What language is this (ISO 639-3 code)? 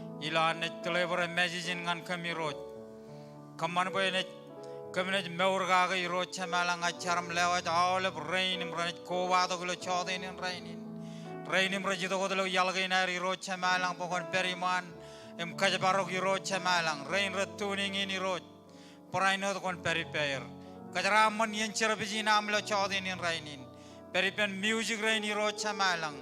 mah